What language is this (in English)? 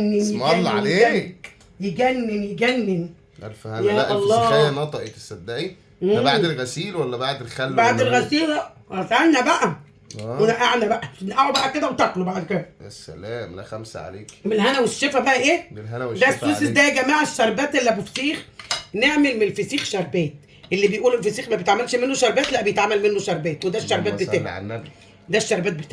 Egyptian Arabic